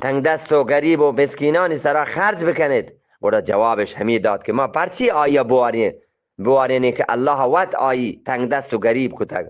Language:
Eastern Balochi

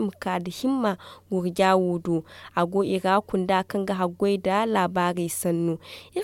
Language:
Zarma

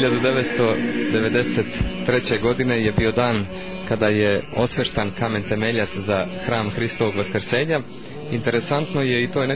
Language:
Serbian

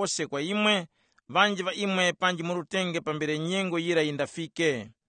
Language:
Tumbuka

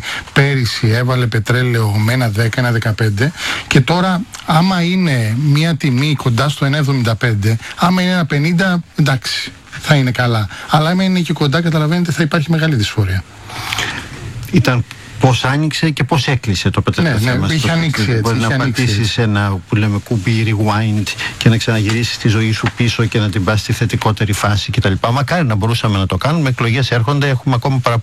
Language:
Greek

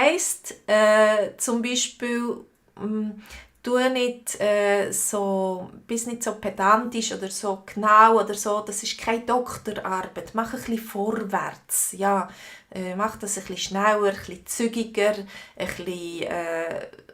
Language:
Swiss German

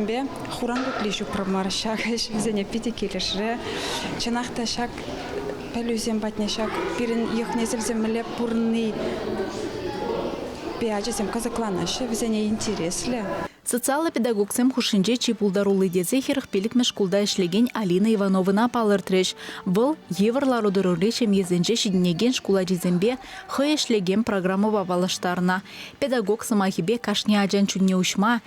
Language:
Chuvash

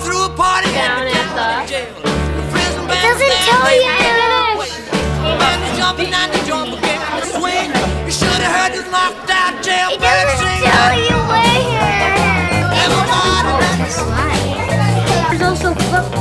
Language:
English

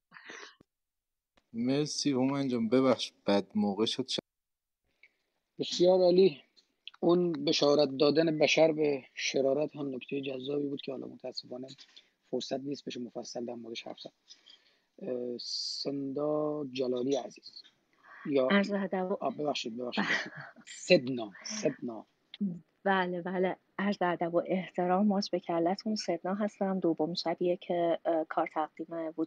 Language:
Persian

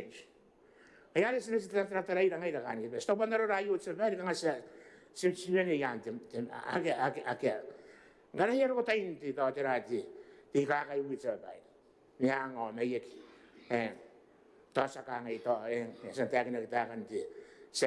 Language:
Gilbertese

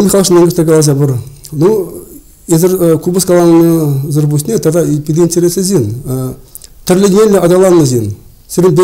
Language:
Chuvash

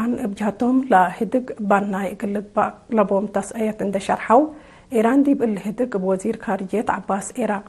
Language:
Tigre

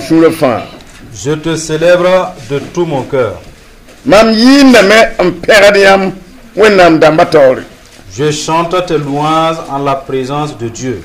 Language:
Mossi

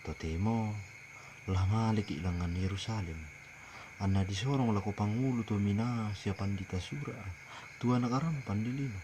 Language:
Toraja-Sa'dan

